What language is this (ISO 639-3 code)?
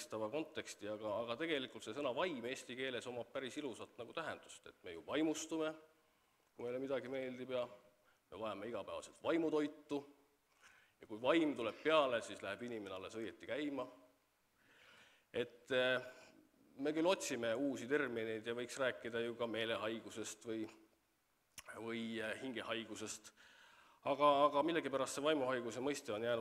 est